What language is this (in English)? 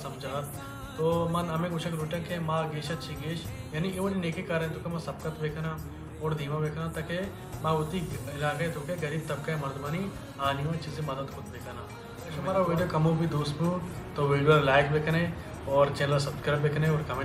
Baluchi